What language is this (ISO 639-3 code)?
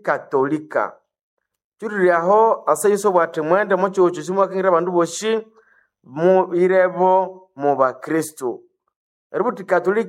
nnb